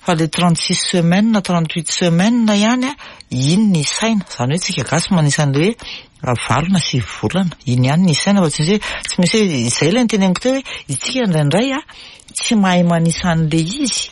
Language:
Malagasy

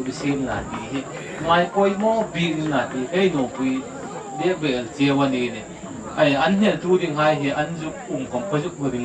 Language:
Hmar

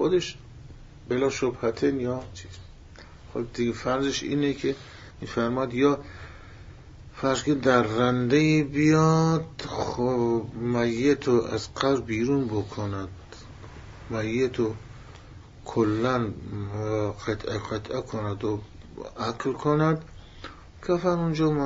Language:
Persian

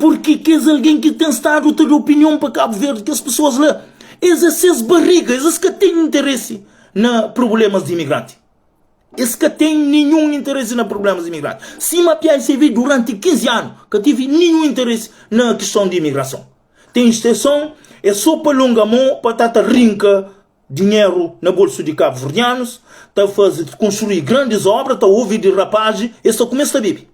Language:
Kabuverdianu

